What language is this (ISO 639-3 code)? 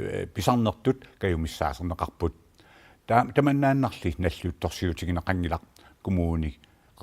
kal